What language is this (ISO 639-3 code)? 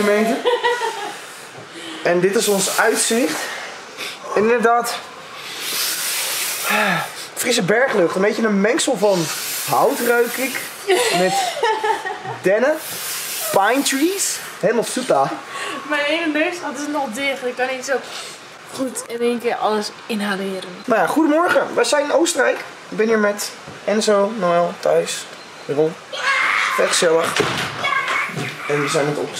nld